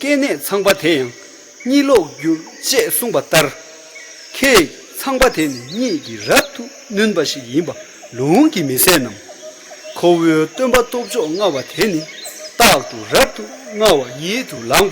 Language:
Tibetan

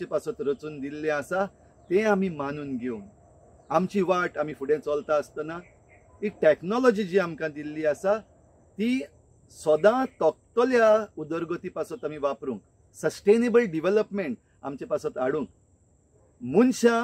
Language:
Konkani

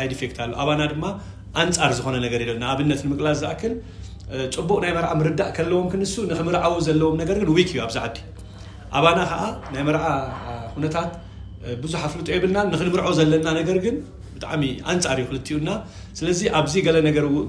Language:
Tigrinya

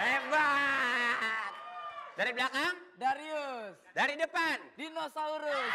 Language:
Betawi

